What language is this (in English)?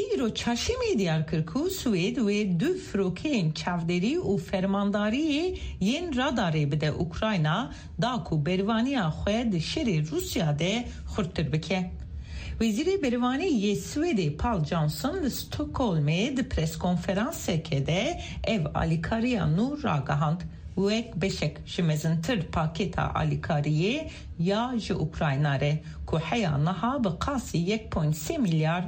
Kurdish